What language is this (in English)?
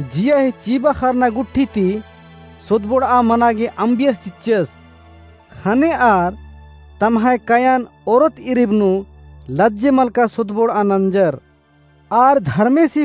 Kurukh